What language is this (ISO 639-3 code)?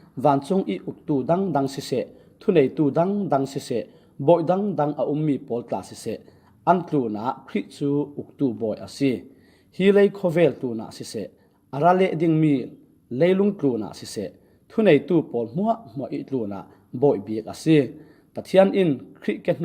cfm